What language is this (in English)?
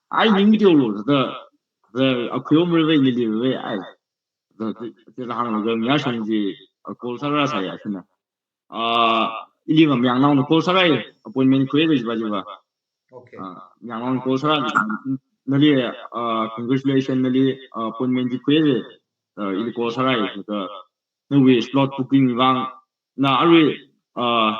Tangkhul Naga (India)